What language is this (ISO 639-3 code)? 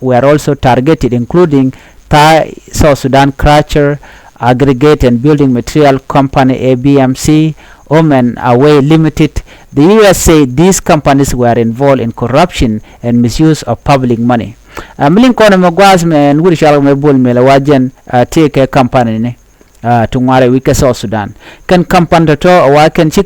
nus